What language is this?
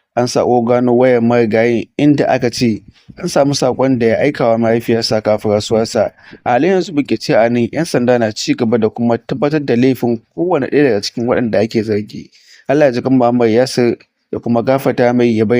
Hausa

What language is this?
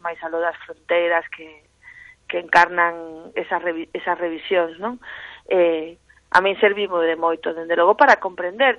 Galician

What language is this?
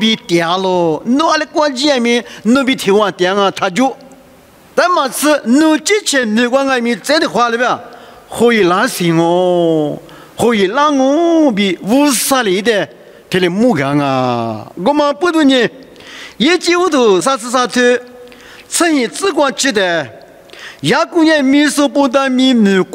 Lisu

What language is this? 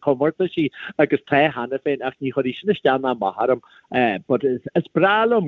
Irish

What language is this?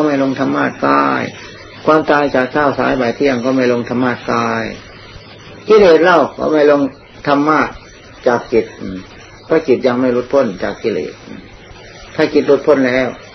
Thai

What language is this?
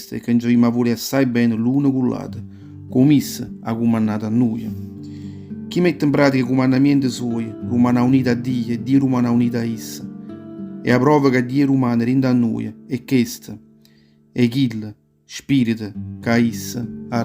Neapolitan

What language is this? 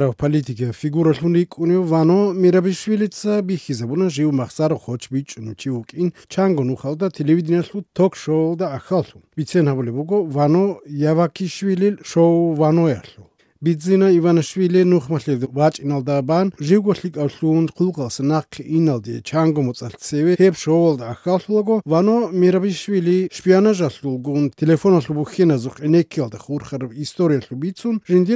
Armenian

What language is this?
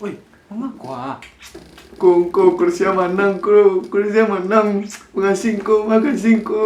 Minangkabau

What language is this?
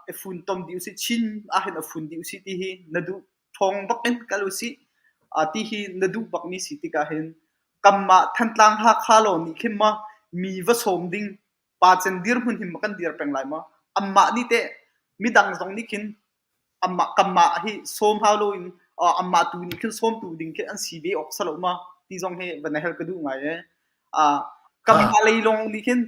Hakha Chin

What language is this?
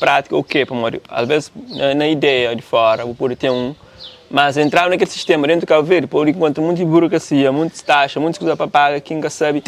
Kabuverdianu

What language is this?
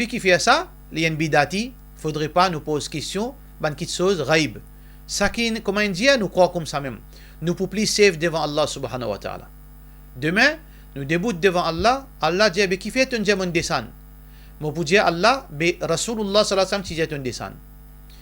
Morisyen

